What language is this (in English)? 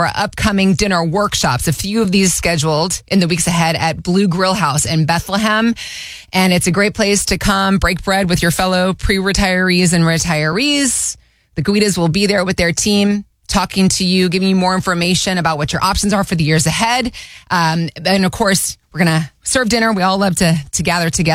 English